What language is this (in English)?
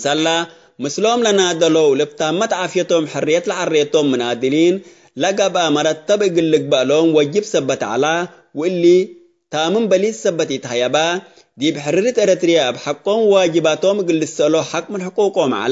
Tigre